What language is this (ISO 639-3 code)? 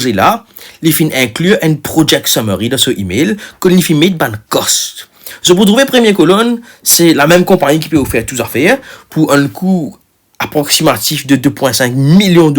mfe